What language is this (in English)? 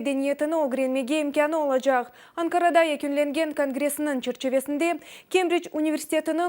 Crimean Tatar